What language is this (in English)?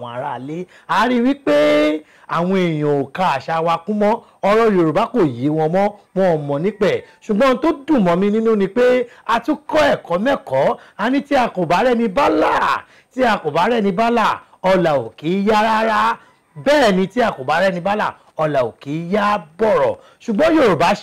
Yoruba